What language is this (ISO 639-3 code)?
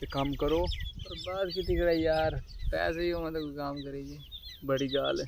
skr